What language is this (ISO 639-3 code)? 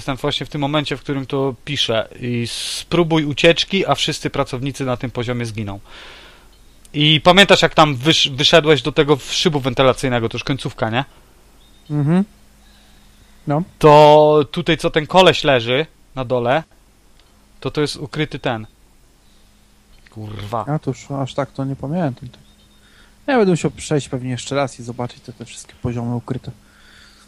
pol